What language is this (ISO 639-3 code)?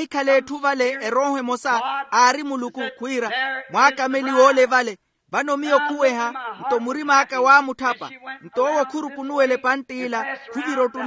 vmw